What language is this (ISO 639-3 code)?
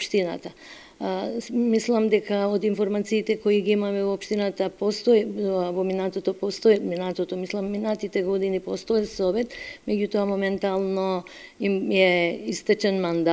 mkd